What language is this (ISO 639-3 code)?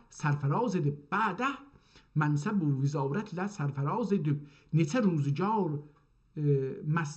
azb